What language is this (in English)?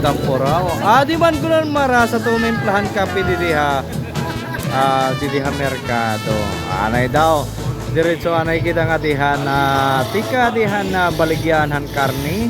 Waray